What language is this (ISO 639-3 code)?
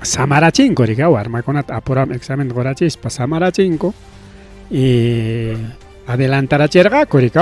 quy